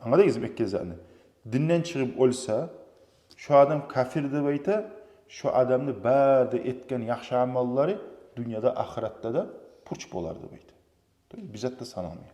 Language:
Kumyk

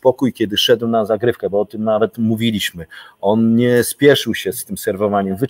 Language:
Polish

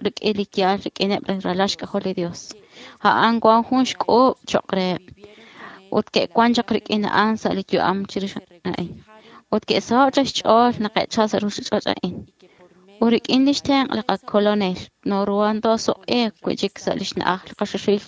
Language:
Kekchí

